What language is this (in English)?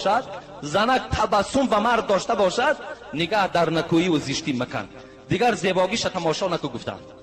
Tajik